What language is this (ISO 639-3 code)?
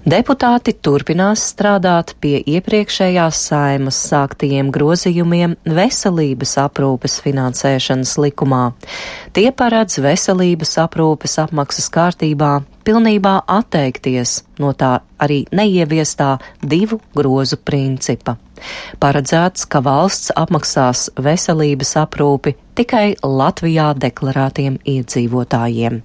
lav